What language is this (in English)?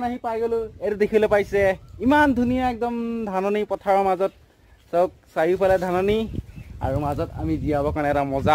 Assamese